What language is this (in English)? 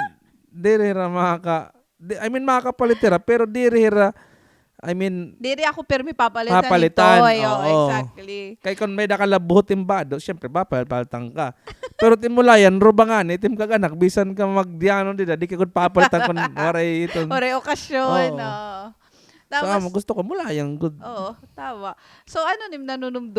Waray